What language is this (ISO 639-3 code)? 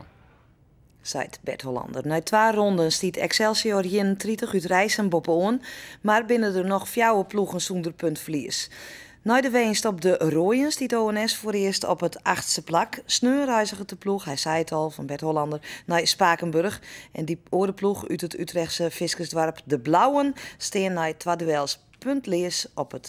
fry